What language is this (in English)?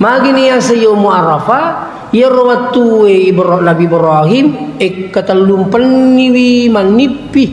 Buginese